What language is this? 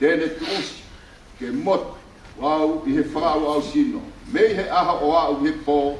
Tongan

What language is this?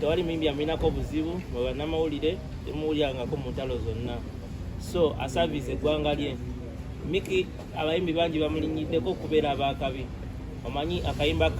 Ganda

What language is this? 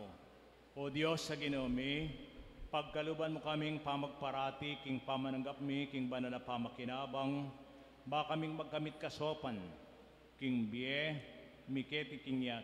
Pampanga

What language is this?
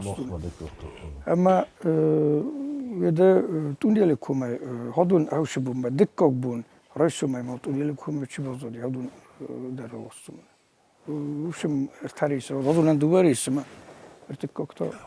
Ossetic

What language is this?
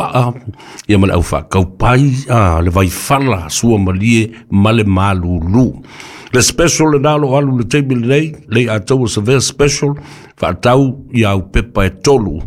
Samoan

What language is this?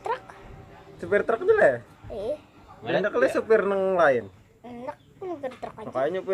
Banjar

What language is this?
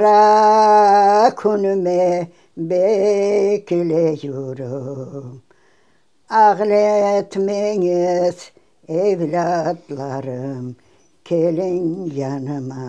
Crimean Tatar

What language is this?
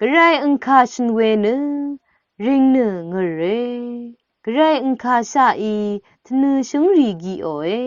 Rawang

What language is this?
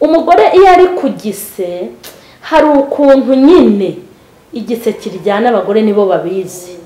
Kinyarwanda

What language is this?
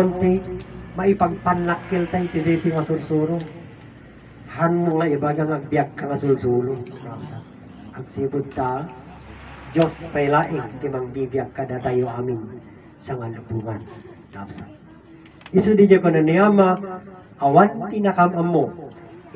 Iloko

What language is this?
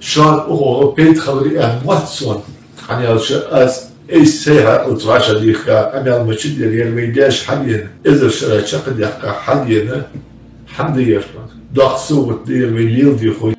Ingush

